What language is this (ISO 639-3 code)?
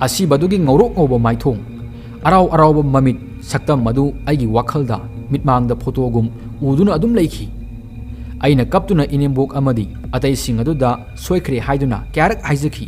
mni